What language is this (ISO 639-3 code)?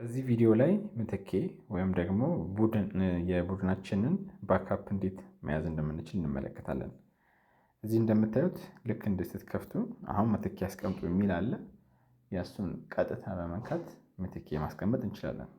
amh